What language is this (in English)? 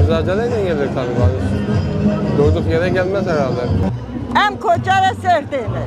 Kurdish